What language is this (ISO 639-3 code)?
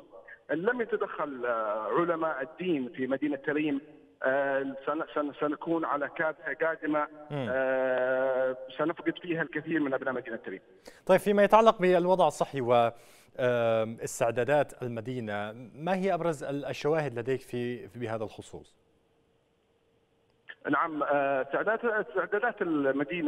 ara